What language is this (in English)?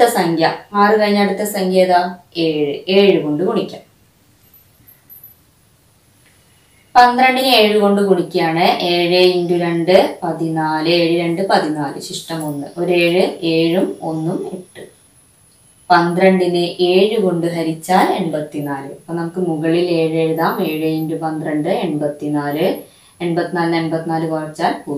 Malayalam